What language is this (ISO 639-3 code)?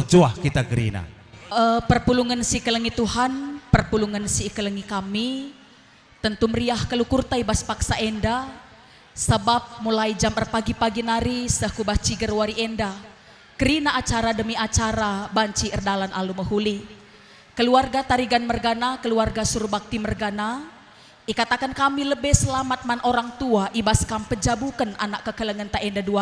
btx